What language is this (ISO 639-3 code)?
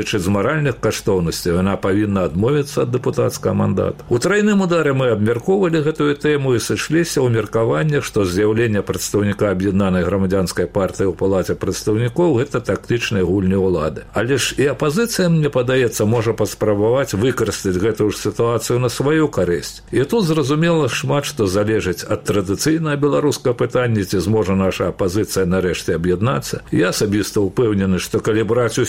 bel